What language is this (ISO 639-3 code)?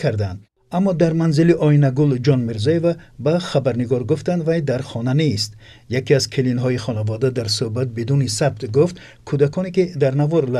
tgk